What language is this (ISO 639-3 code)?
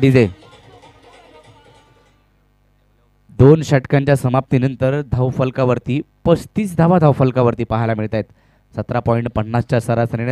mar